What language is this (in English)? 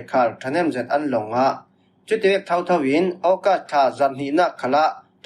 Falam Chin